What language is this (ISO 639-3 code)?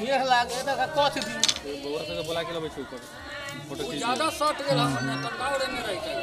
mai